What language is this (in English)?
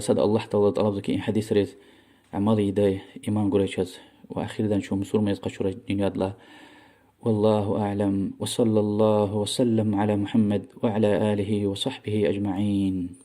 Lezghian